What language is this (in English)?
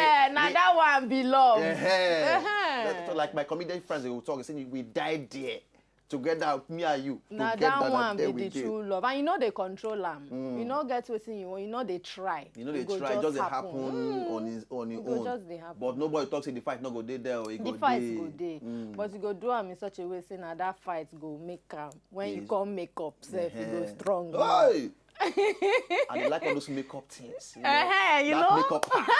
Nigerian Pidgin